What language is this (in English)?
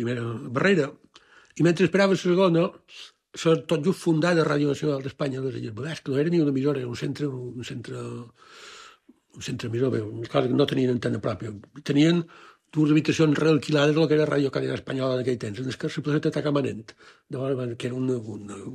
Catalan